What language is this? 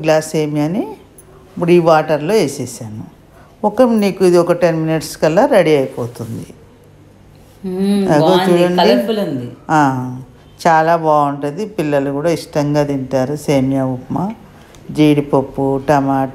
Telugu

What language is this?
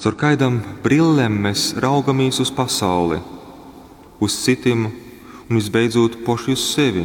Latgalian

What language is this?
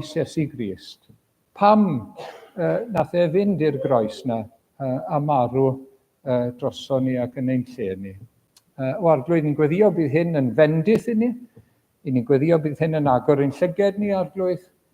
Welsh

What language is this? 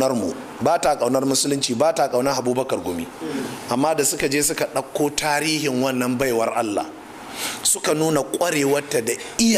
Hausa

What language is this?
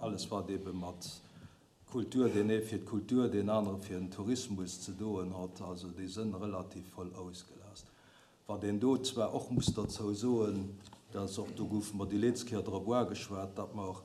Luxembourgish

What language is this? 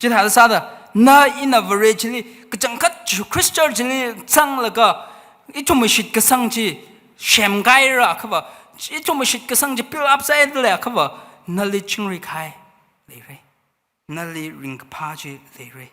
Tangkhul Naga (India)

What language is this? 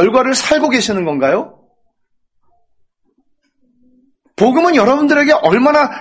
Korean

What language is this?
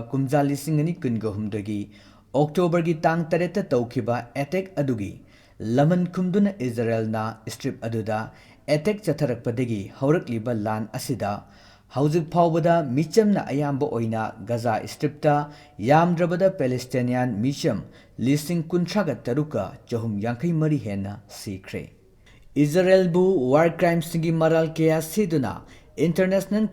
Manipuri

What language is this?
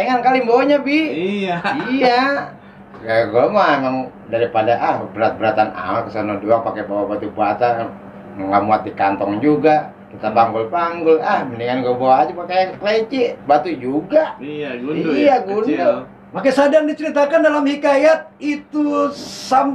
Betawi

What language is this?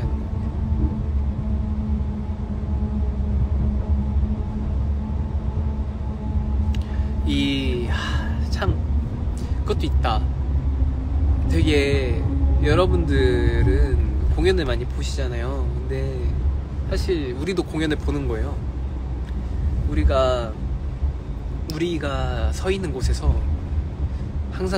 Korean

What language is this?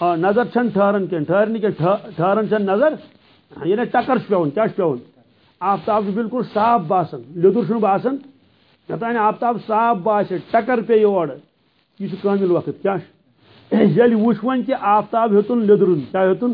Kashmiri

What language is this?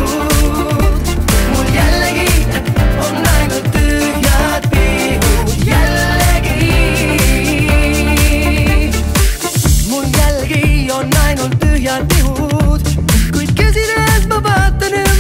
Estonian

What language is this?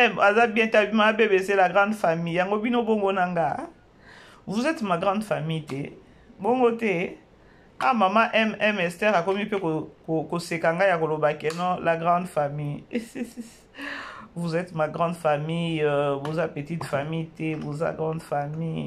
Lingala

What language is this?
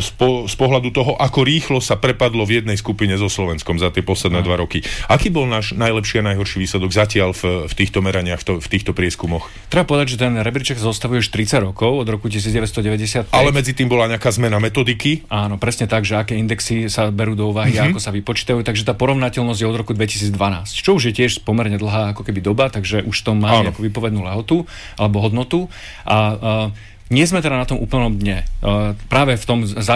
Slovak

